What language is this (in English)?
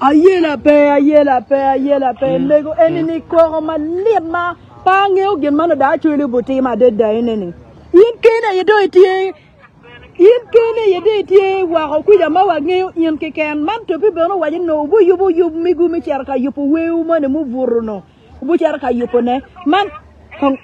Acoli